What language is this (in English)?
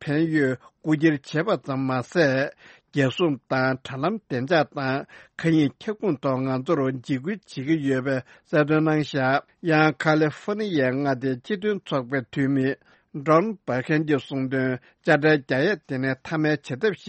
Tibetan